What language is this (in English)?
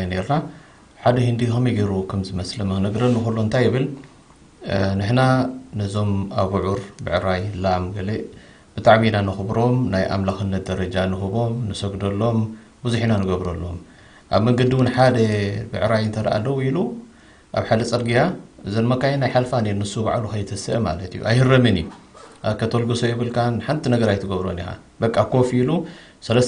Tigrinya